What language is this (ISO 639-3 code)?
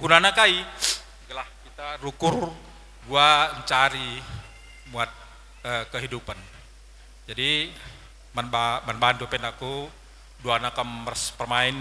btx